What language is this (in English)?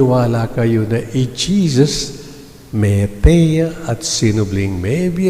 Pampanga